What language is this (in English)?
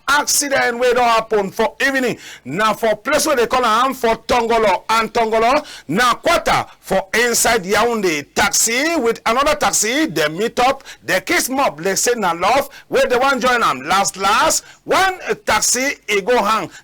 Cameroon Pidgin